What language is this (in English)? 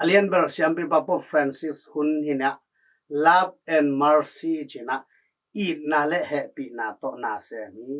Tedim Chin